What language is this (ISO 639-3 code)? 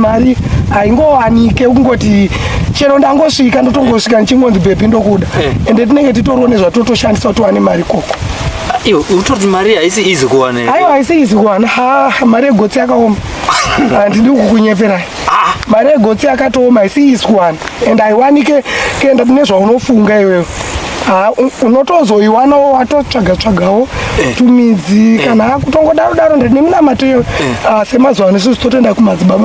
sna